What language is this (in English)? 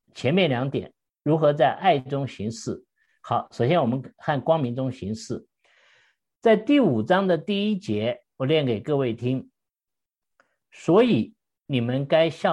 Chinese